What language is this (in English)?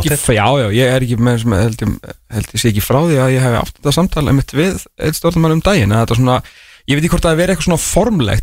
Icelandic